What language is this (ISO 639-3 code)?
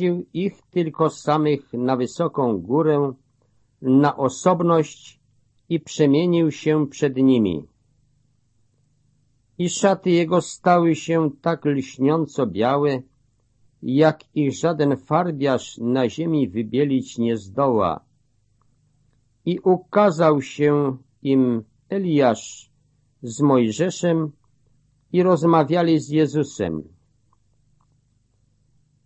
pol